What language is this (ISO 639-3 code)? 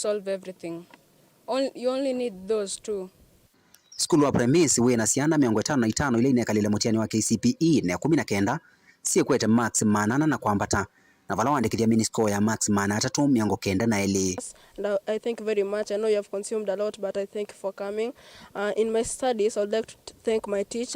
kam